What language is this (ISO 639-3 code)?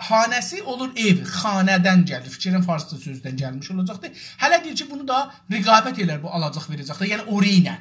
azb